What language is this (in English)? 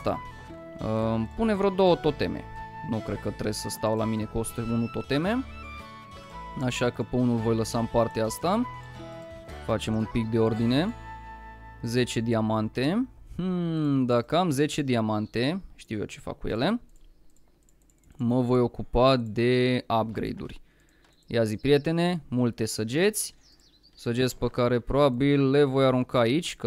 Romanian